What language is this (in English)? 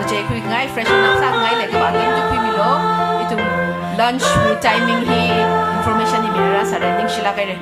Tangkhul Naga (India)